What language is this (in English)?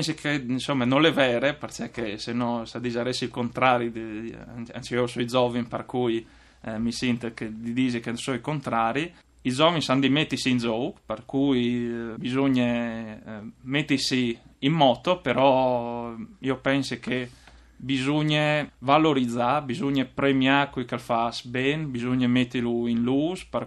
Friulian